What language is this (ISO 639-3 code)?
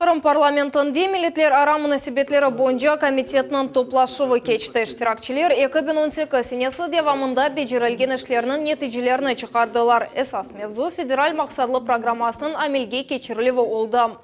crh